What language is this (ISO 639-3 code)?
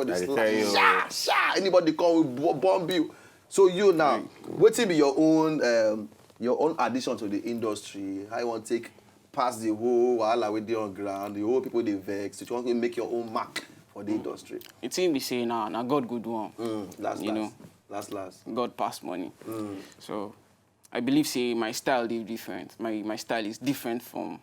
pcm